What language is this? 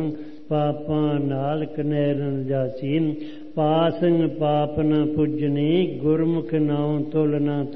Punjabi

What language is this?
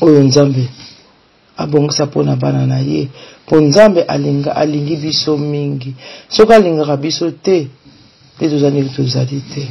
Lingala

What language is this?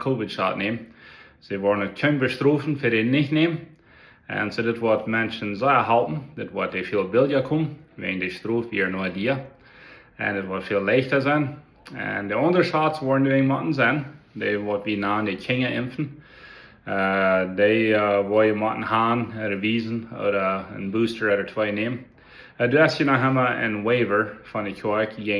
Plautdietsch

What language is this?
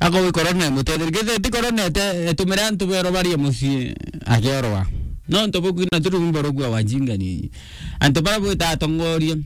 Meru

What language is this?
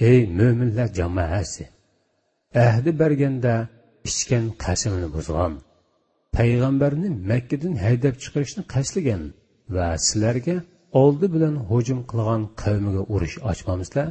Uyghur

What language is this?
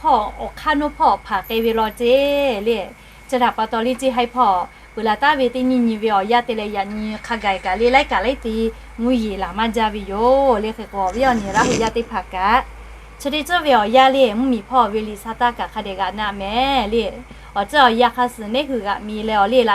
Lahu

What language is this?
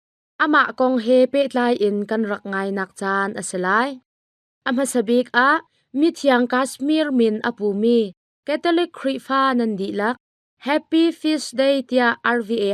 Hakha Chin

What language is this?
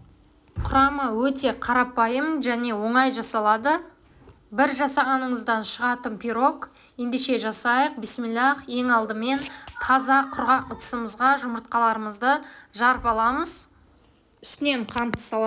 Kazakh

